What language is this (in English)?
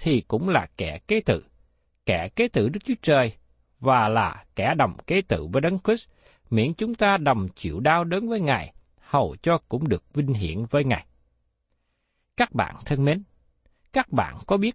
Vietnamese